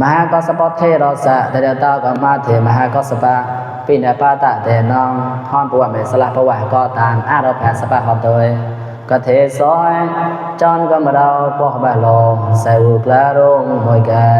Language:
Mon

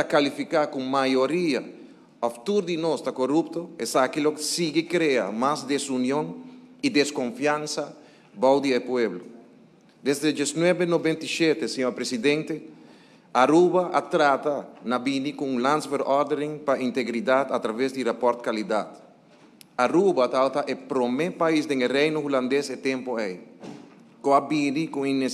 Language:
Papiamento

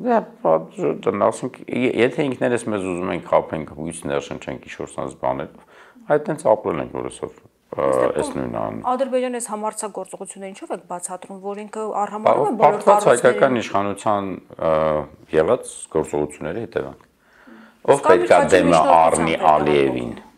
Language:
Armenian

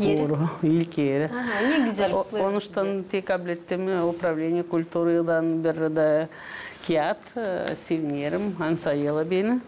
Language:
Gagauz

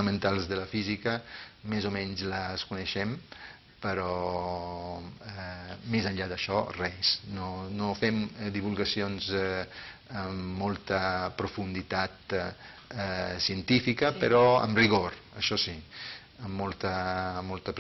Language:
Catalan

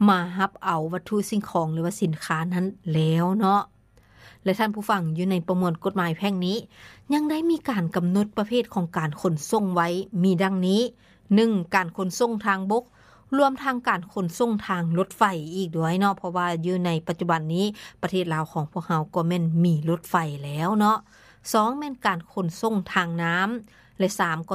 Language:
Lao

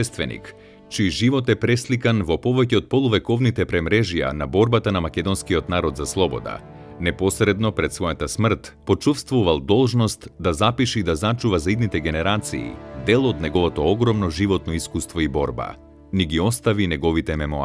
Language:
Macedonian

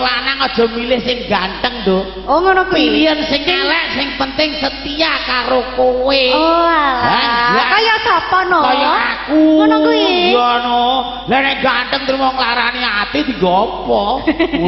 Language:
Javanese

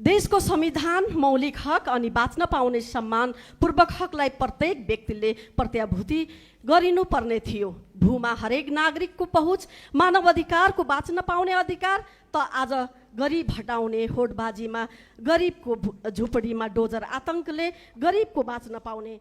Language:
Nepali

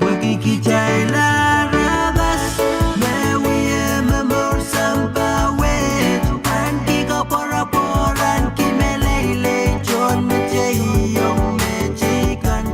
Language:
Pohnpeian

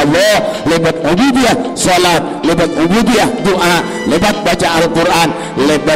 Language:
Madurese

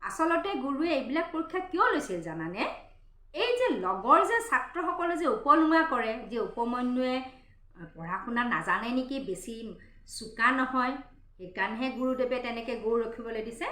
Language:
Assamese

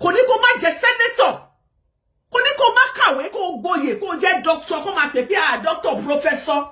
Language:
Yoruba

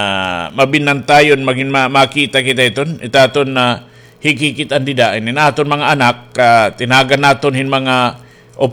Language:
Waray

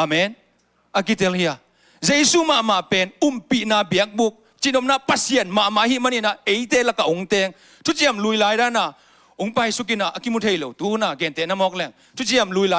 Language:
Tedim Chin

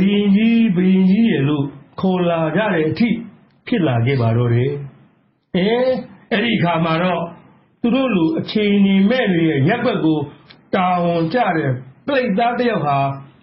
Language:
Burmese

